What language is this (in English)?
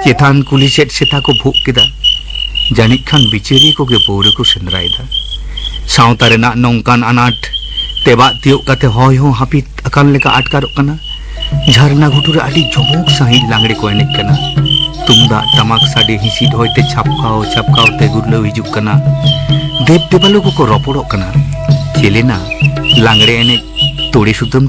Santali